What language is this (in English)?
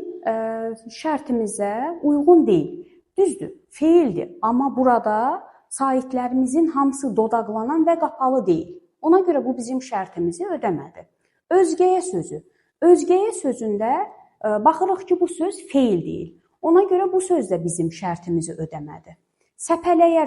Azerbaijani